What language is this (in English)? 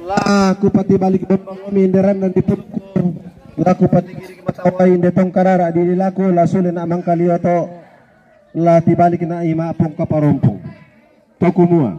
Toraja-Sa'dan